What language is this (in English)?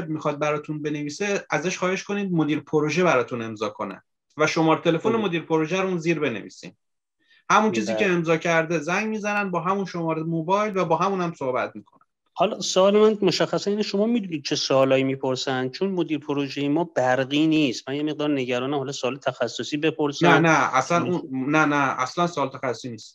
Persian